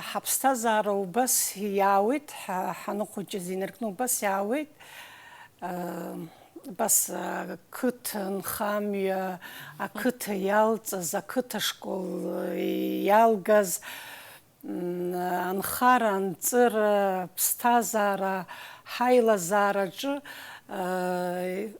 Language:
Abkhazian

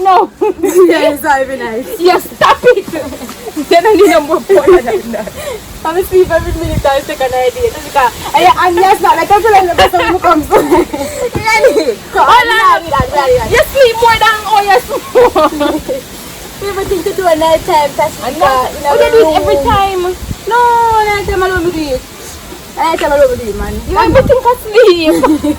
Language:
Jamaican Creole English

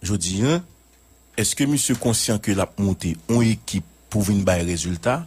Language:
Haitian Creole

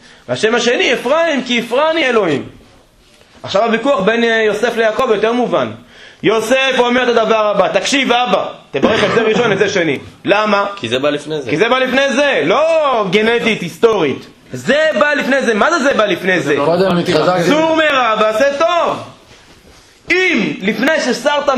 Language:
Hebrew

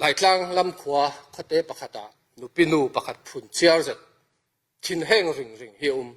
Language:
Falam Chin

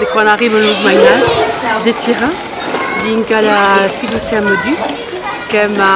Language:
Occitan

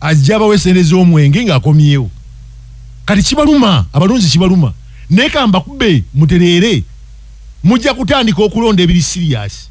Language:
Ganda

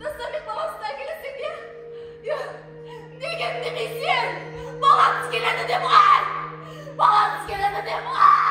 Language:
Kara-Kalpak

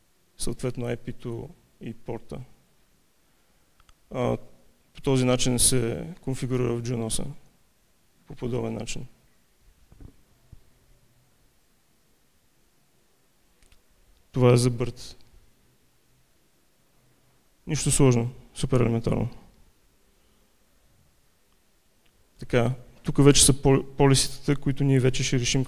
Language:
Bulgarian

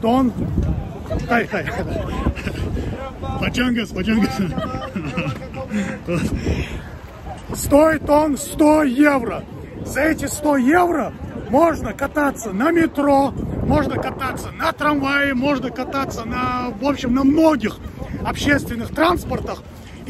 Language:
Russian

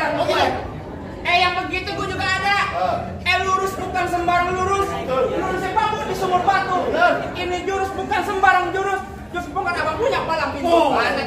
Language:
Betawi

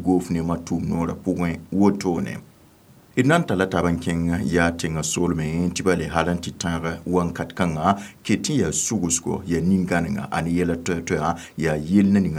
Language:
Mossi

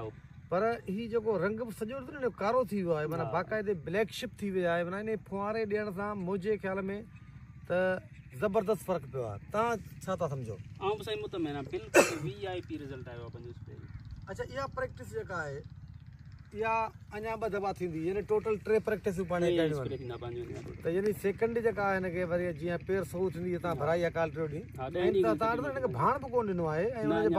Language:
Sindhi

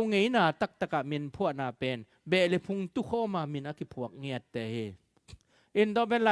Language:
Tedim Chin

